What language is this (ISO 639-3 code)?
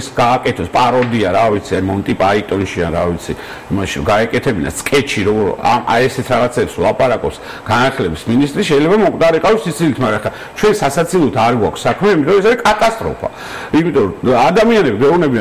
kat